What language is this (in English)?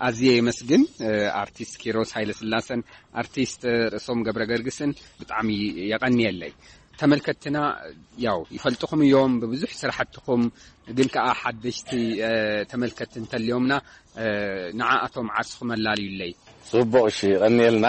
Tigrinya